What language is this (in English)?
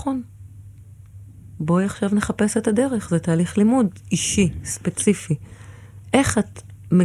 Hebrew